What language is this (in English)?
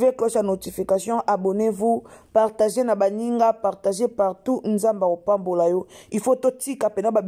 Lingala